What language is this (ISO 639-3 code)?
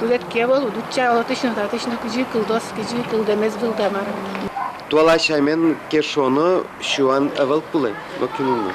udm